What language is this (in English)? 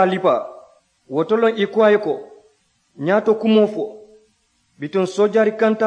Mandingo